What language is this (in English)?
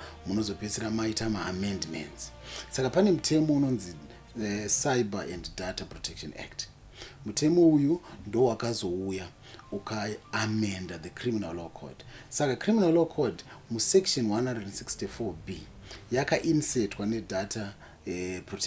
Shona